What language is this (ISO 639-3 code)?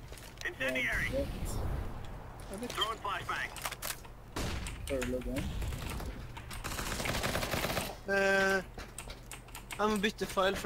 nor